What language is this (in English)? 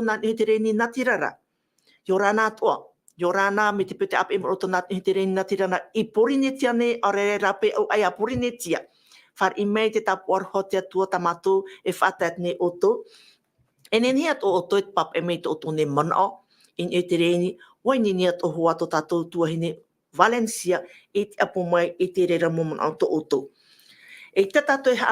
Tahitian